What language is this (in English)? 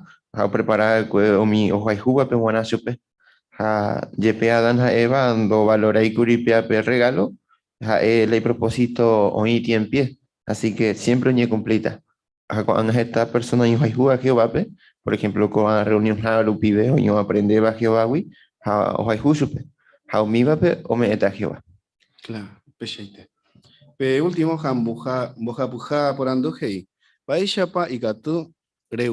Guarani